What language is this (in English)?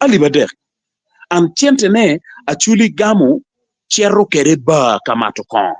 Acoli